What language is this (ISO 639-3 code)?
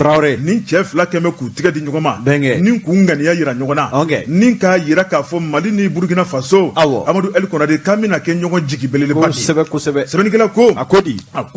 bam